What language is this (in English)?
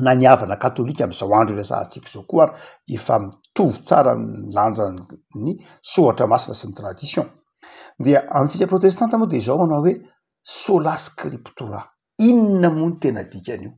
Malagasy